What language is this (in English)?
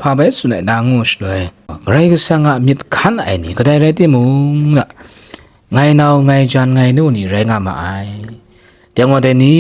Kachin